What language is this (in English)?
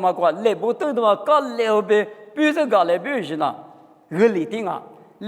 Lisu